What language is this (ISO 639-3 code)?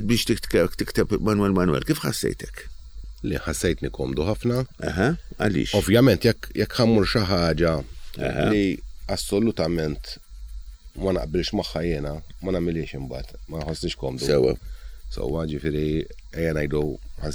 mlt